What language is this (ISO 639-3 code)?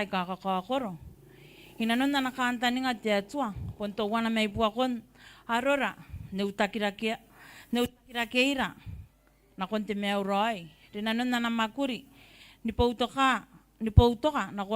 gil